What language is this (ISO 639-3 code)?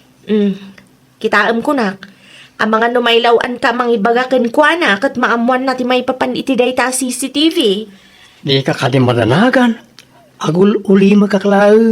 ilo